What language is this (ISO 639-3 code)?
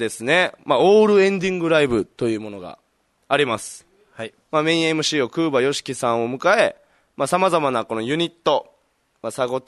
jpn